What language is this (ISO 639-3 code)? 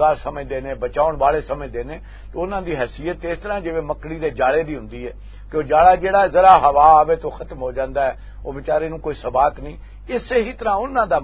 lah